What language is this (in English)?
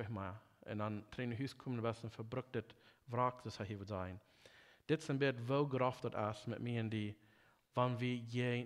Plautdietsch